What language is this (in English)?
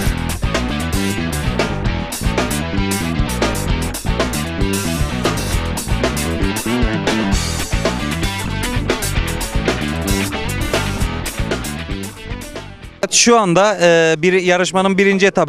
Turkish